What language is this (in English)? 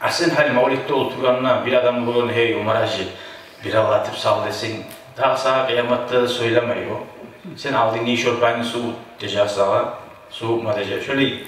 Kumyk